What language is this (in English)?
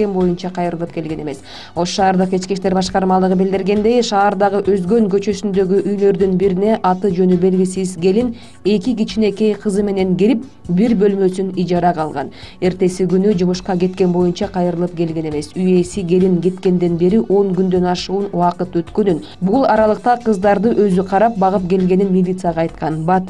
Kyrgyz